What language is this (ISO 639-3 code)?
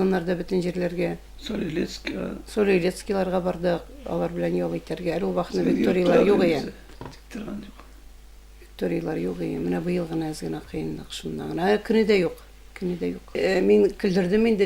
tat